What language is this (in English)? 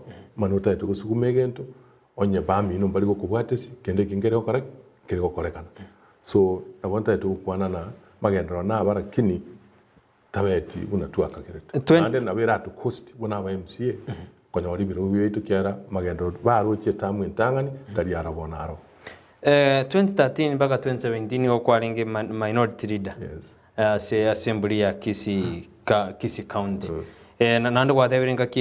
Gusii